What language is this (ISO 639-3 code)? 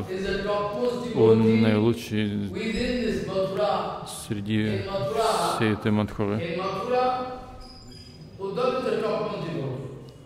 rus